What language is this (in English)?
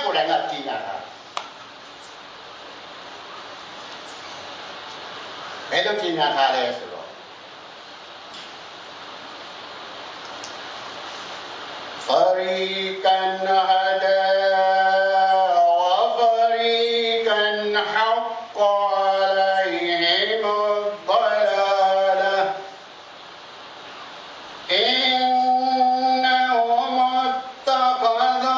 Burmese